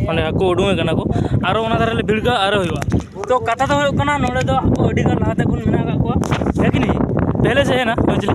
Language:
Santali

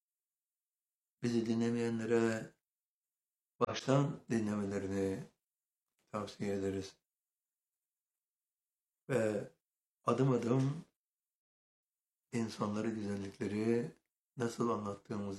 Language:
Turkish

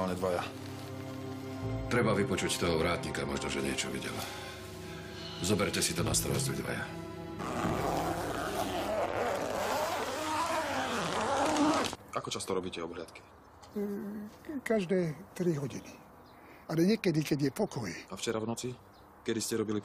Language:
Slovak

